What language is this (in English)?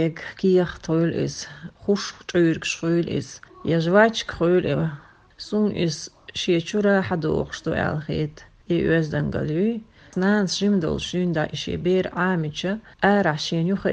Chechen